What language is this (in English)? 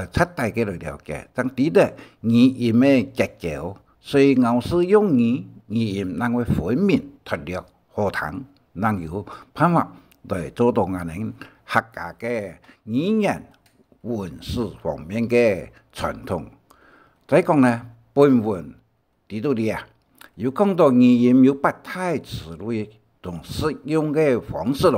Hakka Chinese